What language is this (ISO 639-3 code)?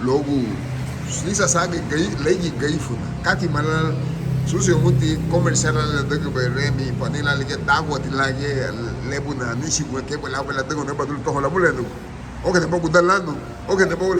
cab